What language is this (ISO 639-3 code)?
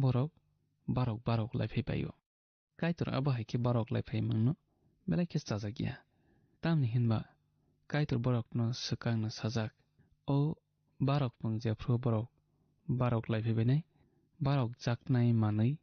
trp